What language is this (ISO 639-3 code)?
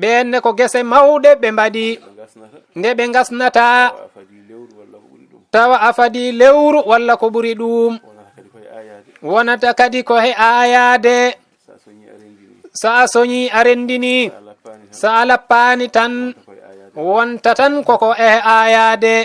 ful